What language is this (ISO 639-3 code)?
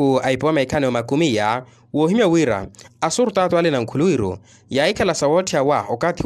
vmw